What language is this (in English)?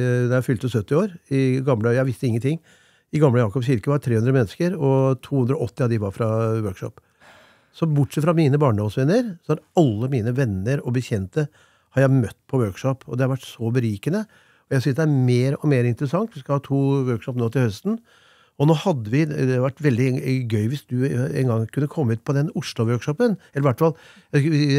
Norwegian